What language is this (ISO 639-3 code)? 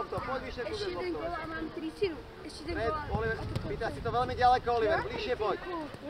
slk